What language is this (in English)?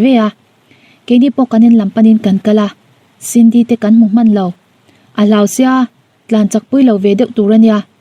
Mizo